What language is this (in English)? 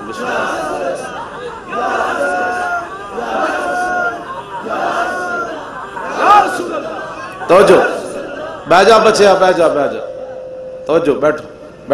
Western Panjabi